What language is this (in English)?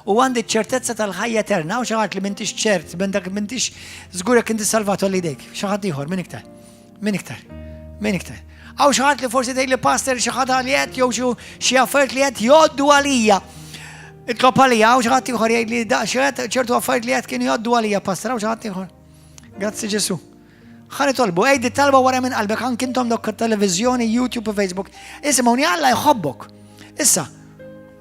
Maltese